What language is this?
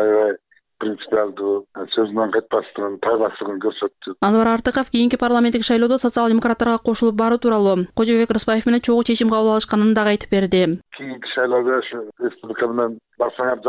Kyrgyz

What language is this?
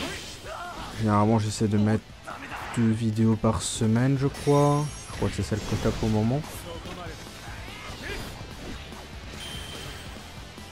French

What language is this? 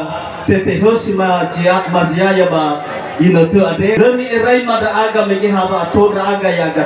Nias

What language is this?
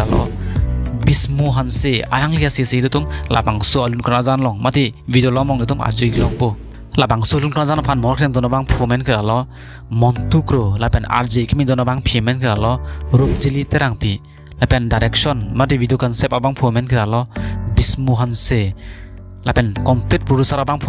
Karbi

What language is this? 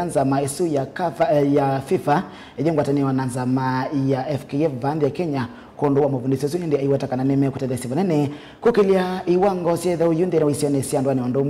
Kamba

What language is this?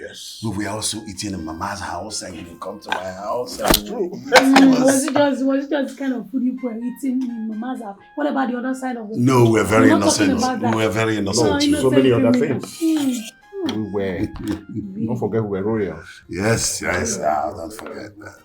Nigerian Pidgin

